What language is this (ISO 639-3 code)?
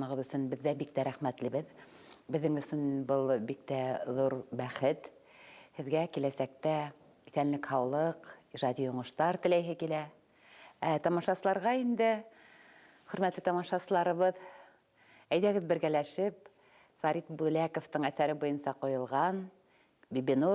bak